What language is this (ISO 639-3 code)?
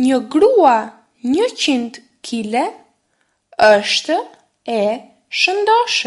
sqi